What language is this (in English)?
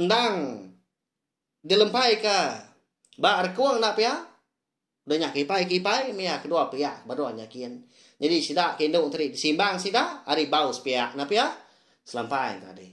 Iban